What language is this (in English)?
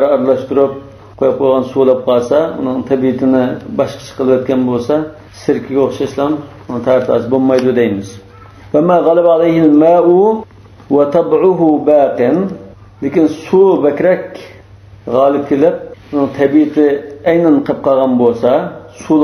Uyghur